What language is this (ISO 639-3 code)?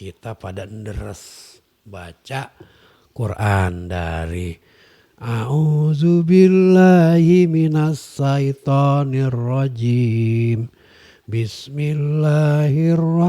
bew